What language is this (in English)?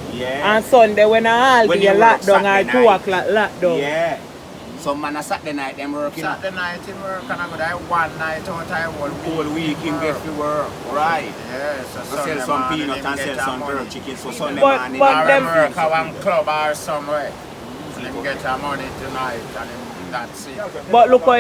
Jamaican Creole English